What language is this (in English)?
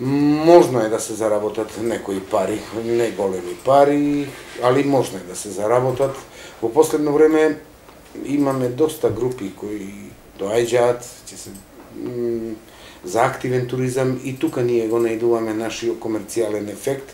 Macedonian